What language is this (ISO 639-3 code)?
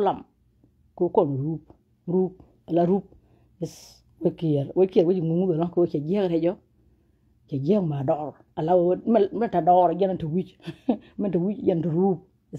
nus